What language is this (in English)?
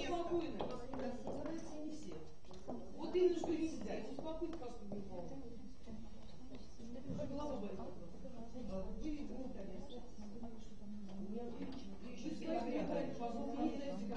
Russian